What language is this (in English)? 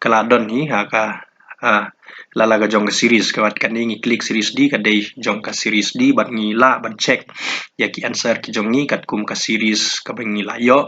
Khasi